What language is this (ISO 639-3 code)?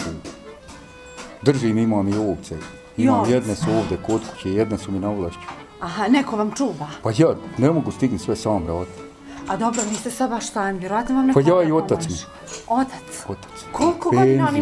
bos